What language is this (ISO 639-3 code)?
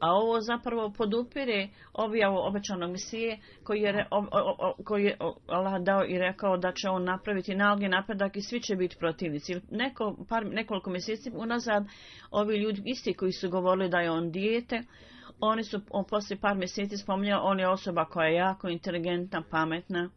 bos